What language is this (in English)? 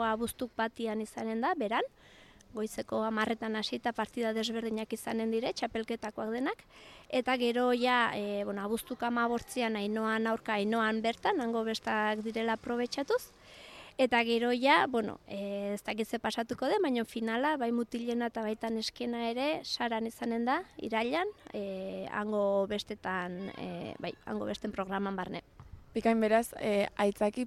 Basque